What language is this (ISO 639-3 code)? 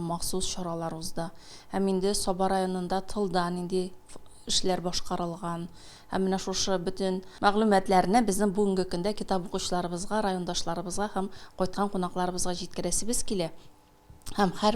tat